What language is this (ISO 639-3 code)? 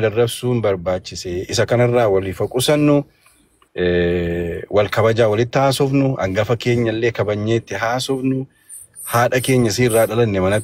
orm